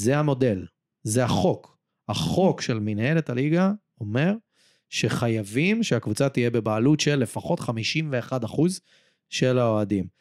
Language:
Hebrew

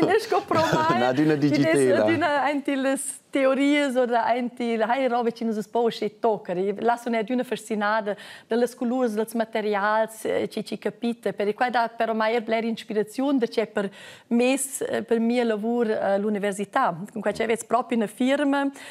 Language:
Romansh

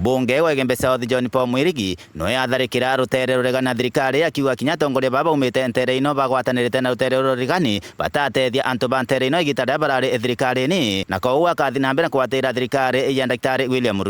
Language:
Meru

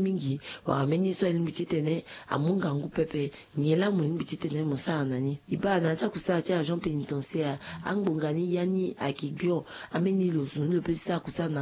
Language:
Sango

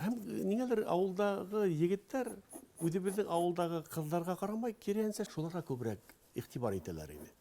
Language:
Bashkir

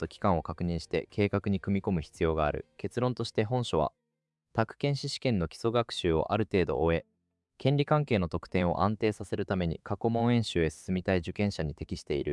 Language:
Japanese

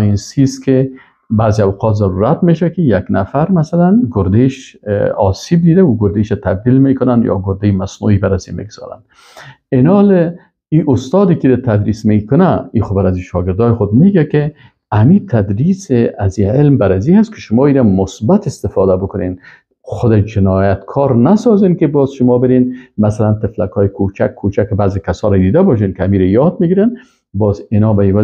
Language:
Persian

